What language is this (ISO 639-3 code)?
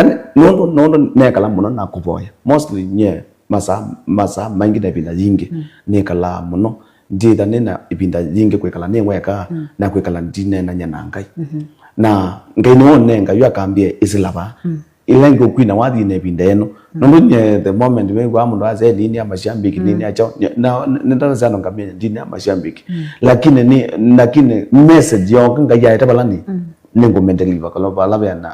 kam